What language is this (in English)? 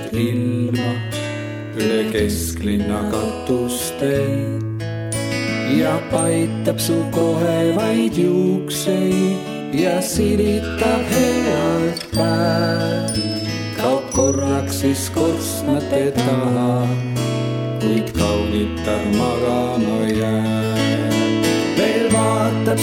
Estonian